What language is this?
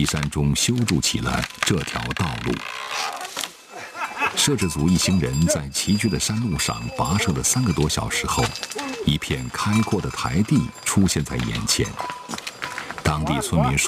Chinese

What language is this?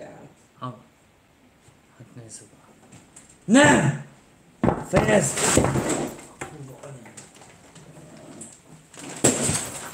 Hungarian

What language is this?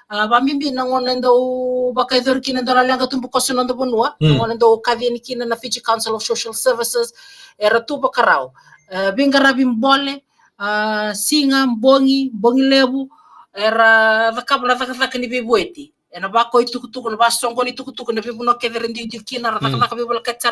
Fijian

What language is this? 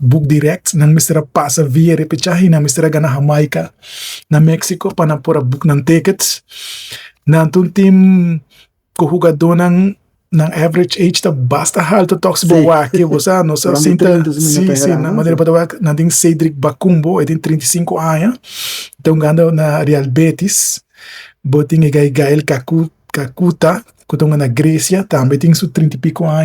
Papiamento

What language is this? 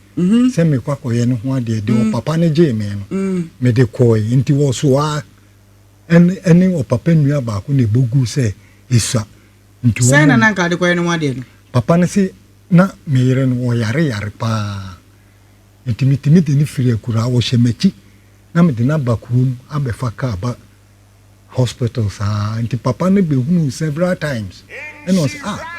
Akan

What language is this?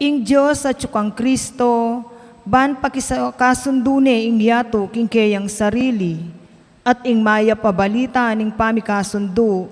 Pampanga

